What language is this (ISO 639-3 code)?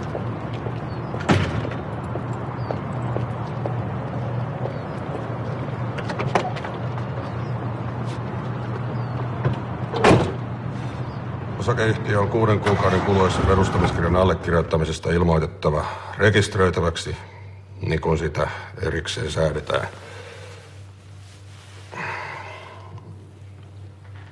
fin